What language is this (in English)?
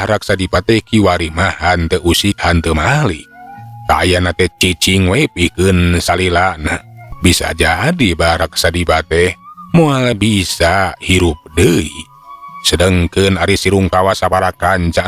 Sundanese